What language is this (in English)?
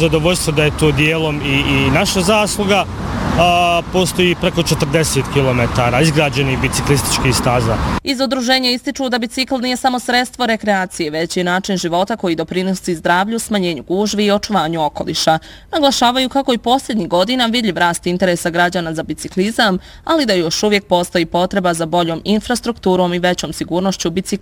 Bosnian